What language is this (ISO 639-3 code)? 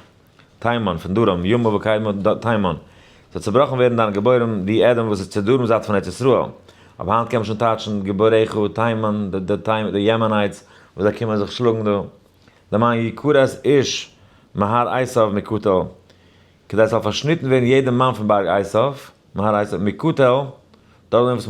yid